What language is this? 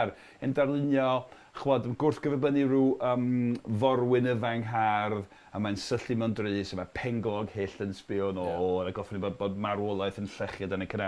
Welsh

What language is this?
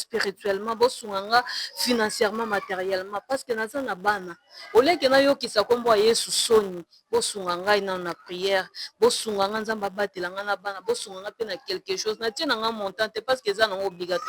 Lingala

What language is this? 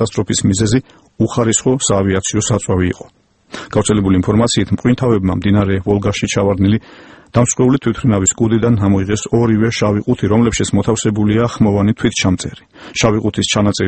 Georgian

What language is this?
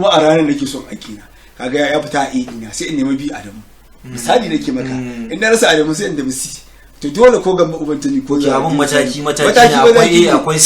Hausa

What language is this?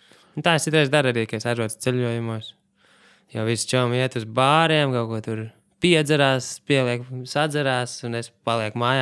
Latvian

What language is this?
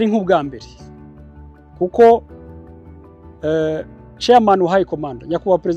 Kinyarwanda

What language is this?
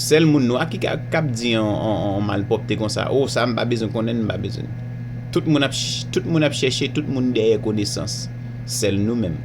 Haitian Creole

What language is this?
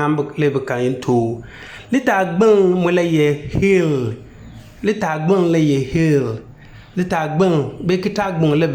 Konkomba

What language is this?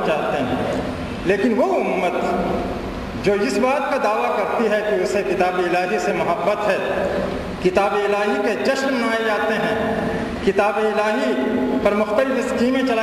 Urdu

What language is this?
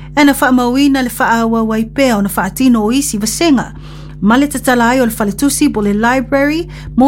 Samoan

